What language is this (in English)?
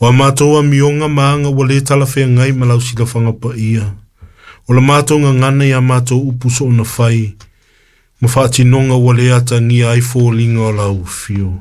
Samoan